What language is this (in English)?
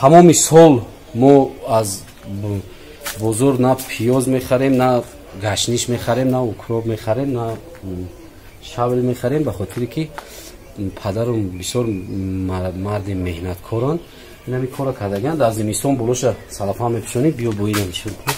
Tajik